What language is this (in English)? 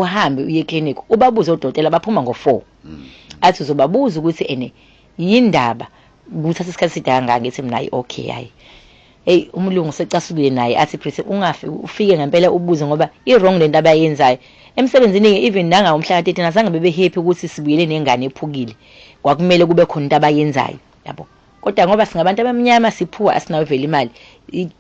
Zulu